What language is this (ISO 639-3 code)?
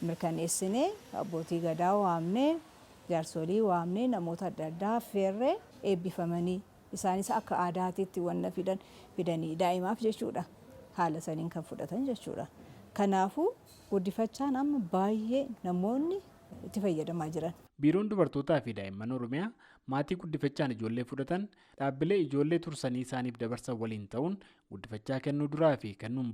orm